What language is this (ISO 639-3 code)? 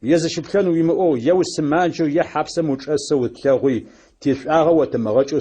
ady